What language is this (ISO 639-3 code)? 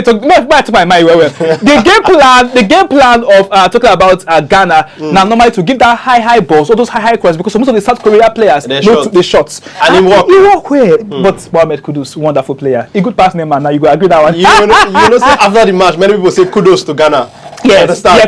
pcm